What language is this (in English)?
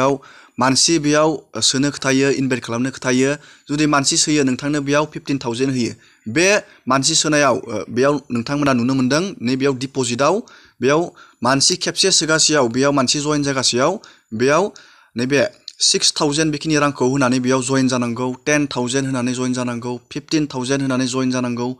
Bodo